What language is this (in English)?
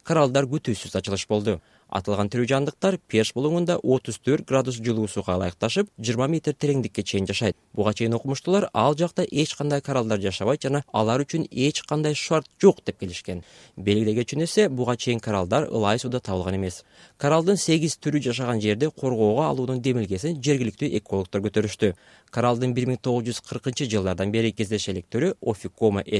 Kyrgyz